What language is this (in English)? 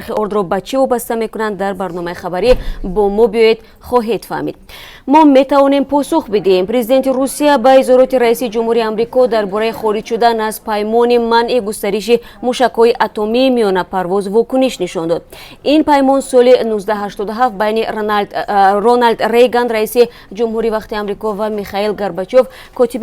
Tajik